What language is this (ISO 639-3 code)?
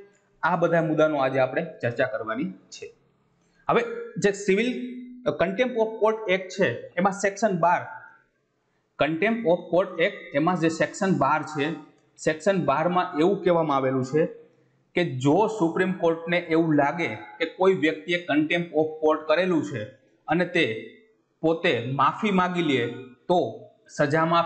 guj